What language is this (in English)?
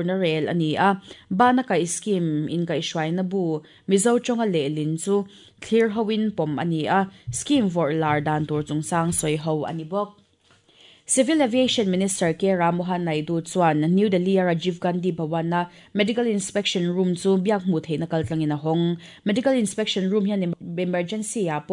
Mizo